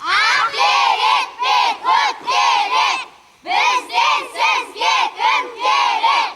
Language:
Kara-Kalpak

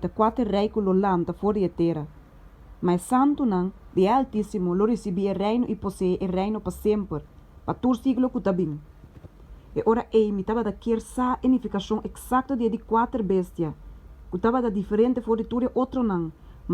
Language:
Papiamento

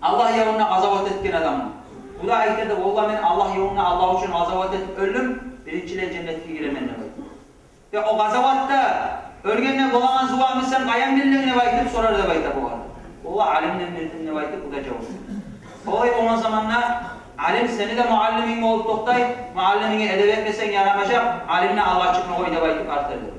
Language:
Kumyk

